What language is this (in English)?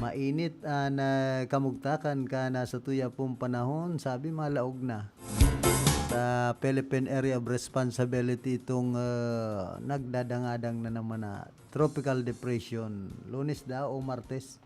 Bikol